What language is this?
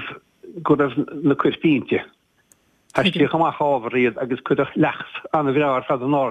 Irish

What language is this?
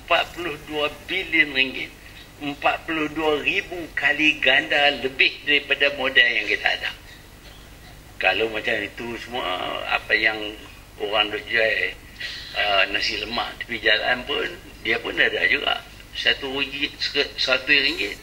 Malay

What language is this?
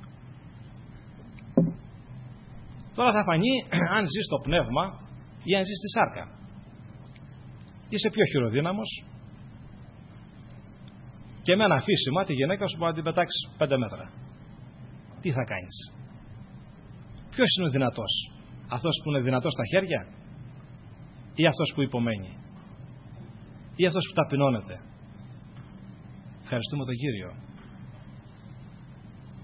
Greek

